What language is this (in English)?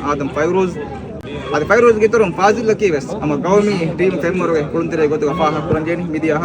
Divehi